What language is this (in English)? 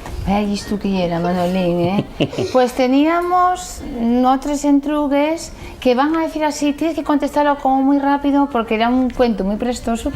Asturian